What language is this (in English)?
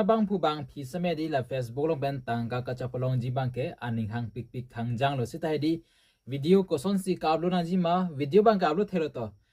Karbi